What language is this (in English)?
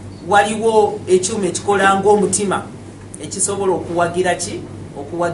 Ganda